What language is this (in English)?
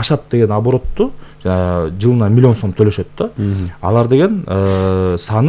Kyrgyz